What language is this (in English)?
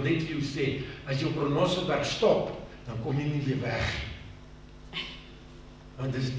Afrikaans